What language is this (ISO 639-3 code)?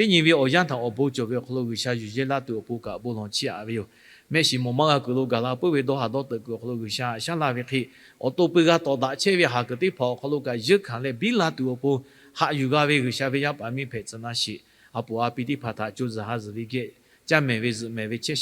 lhu